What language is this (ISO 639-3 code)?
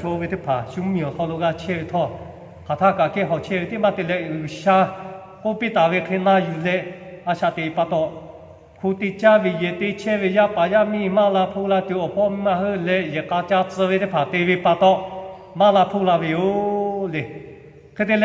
lhu